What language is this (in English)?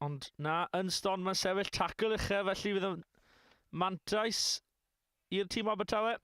Welsh